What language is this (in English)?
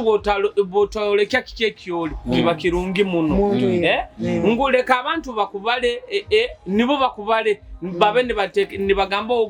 Nyoro